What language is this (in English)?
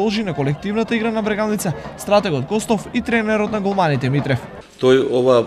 Macedonian